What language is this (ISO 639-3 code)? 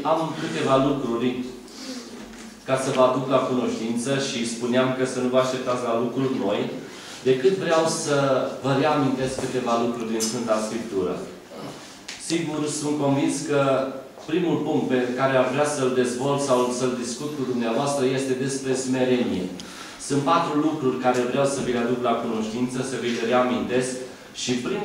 ron